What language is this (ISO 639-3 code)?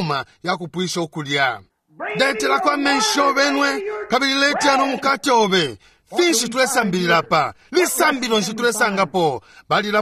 bem